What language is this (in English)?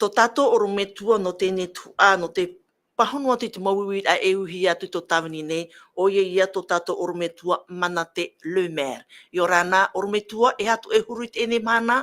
Tahitian